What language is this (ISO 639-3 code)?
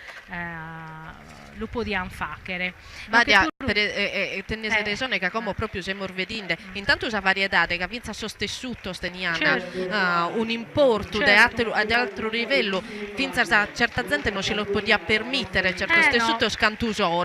srd